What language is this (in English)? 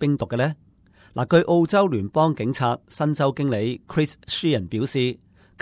Cantonese